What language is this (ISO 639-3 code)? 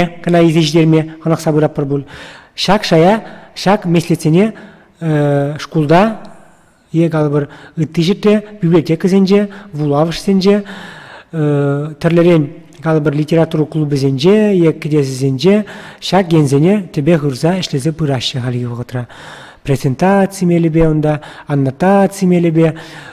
chv